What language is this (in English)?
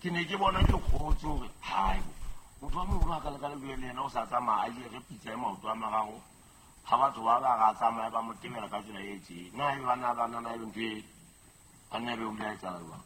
Southern Sotho